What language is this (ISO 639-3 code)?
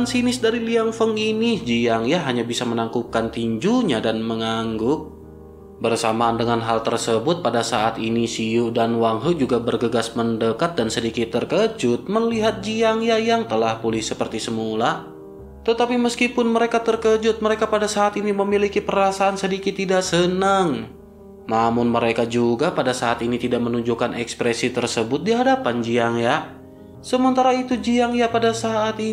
ind